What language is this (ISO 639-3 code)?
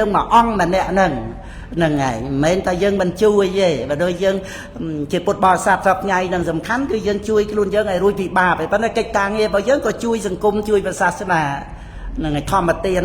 khm